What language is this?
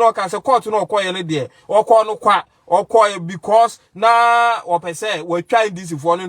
Akan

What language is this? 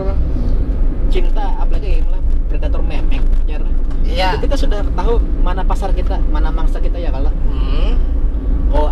Banjar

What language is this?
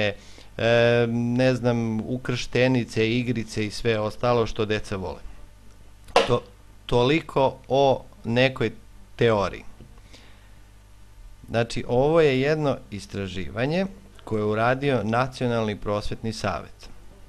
Serbian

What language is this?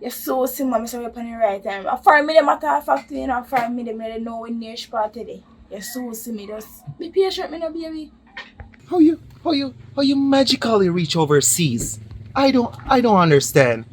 Jamaican Creole English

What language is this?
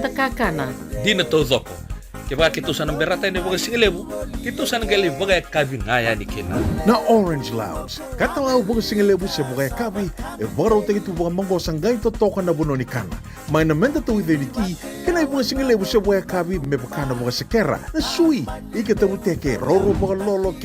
Fijian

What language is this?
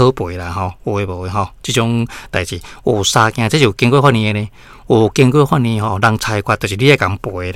Min Nan Chinese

